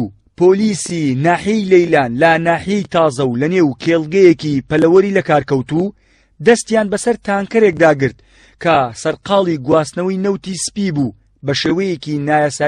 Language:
Central Kurdish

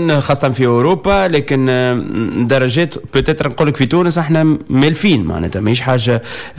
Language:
Tunisian Arabic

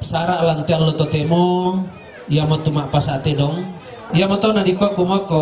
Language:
Toraja-Sa'dan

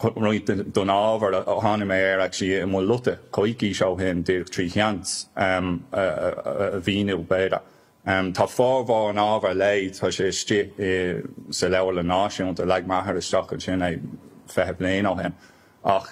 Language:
Irish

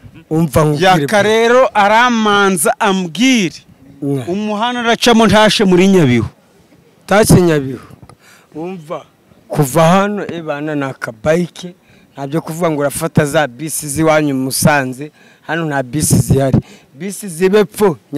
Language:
Kinyarwanda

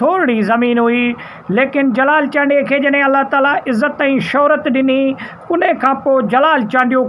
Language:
Sindhi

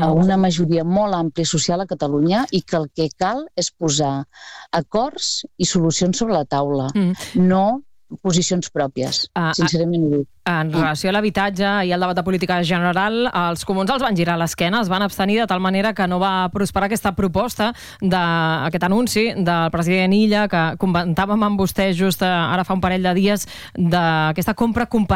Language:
Catalan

